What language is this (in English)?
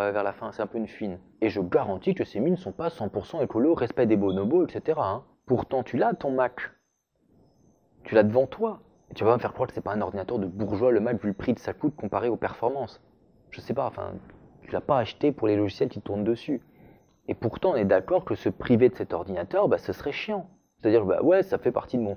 French